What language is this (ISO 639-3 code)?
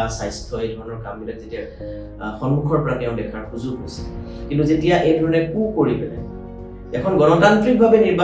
asm